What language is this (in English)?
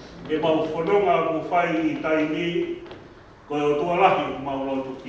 Tongan